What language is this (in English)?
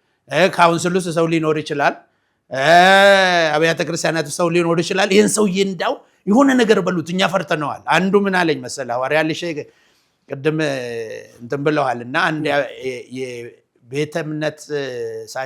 Amharic